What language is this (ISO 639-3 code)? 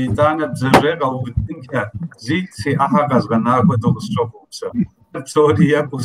kbd